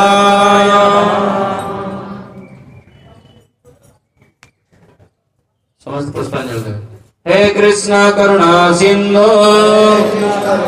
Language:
Odia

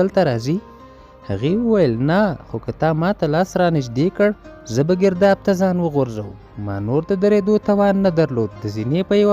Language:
Pashto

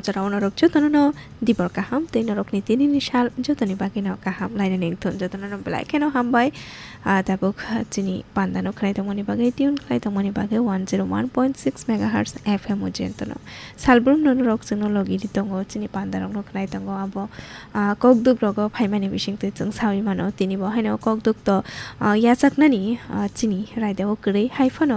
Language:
Kok Borok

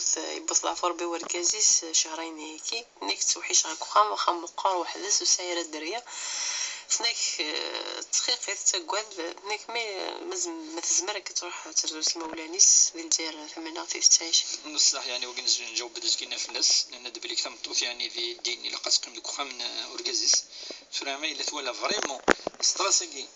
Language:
Kabyle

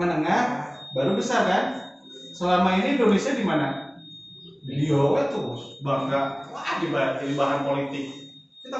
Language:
Indonesian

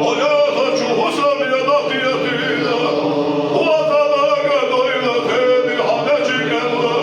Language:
Chechen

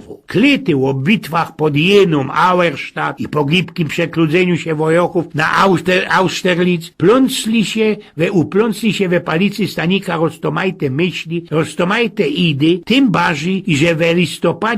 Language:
Silesian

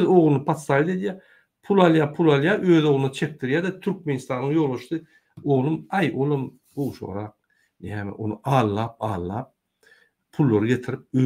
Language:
Turkmen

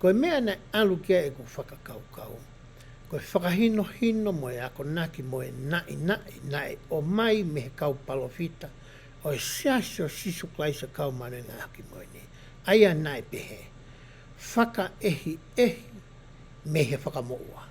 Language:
Tongan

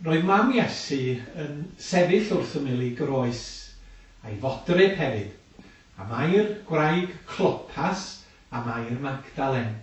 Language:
Welsh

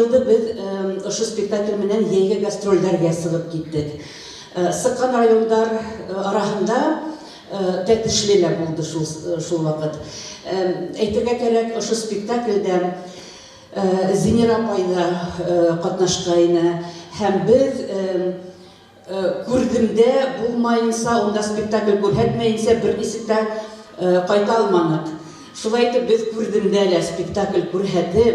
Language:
Bashkir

